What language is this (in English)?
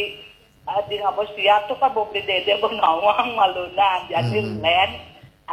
Balinese